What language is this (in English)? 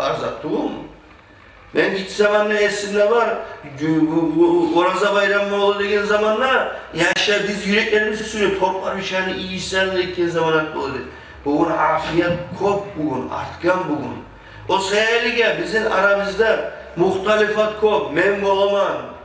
Kumyk